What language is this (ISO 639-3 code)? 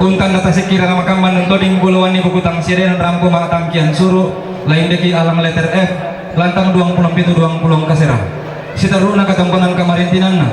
sda